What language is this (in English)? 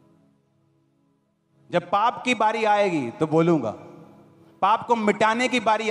Hindi